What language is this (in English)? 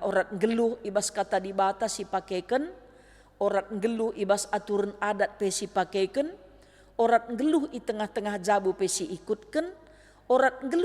Batak Karo